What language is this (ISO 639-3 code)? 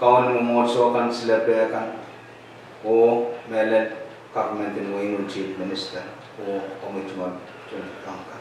pon